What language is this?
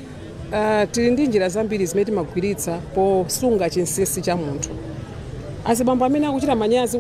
Nyanja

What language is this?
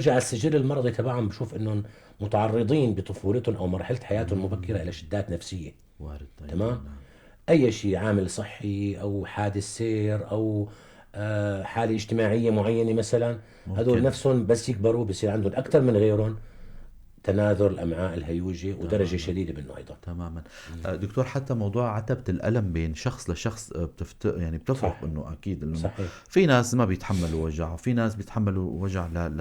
North Levantine Arabic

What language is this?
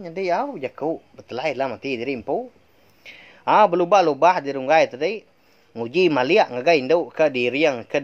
Iban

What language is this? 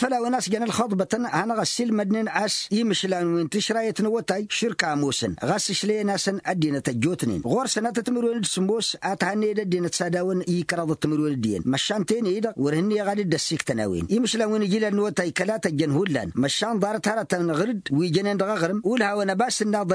Tamasheq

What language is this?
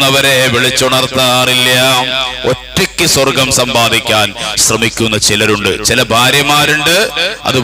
Malayalam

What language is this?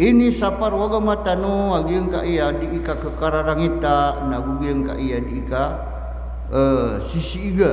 Maranao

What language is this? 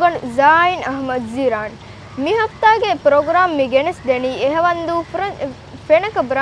Divehi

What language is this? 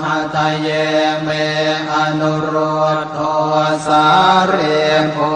Pali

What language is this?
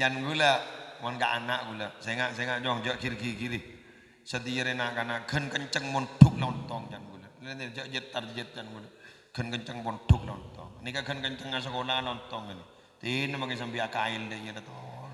Madurese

